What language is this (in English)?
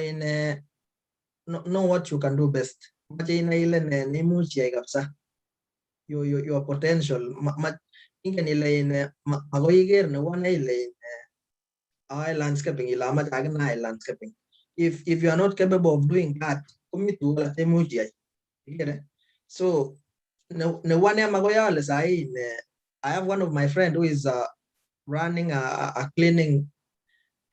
Kalenjin